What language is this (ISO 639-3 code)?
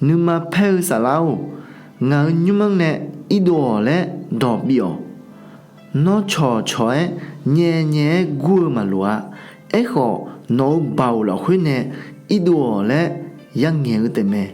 ahk